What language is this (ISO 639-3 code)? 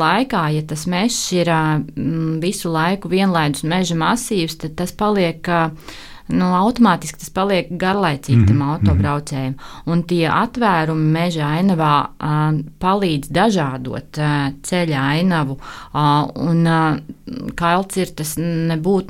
lav